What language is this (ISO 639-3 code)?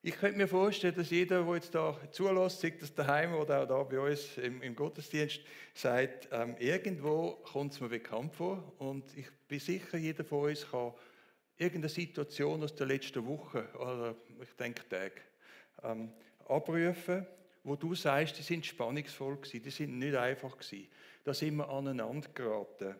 gsw